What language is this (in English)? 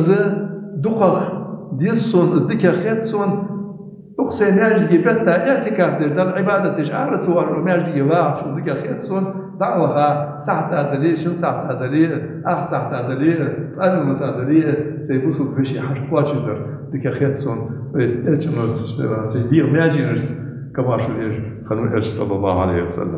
Ingush